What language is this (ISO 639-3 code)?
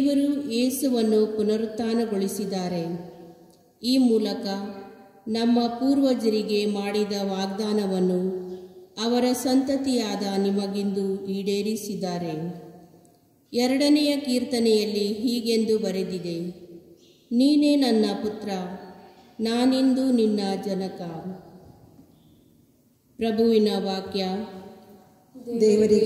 kan